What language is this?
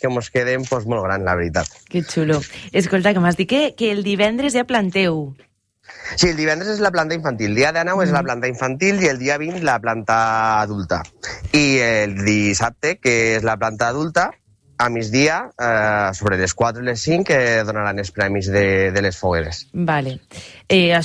Catalan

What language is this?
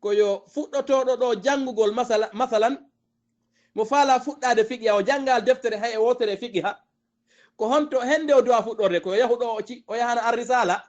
Fula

